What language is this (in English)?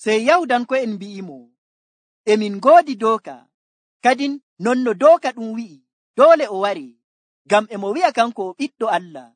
Nigerian Fulfulde